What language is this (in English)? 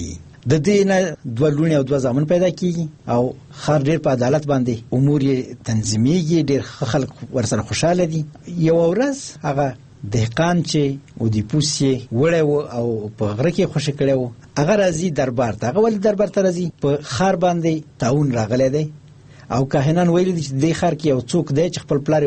Pashto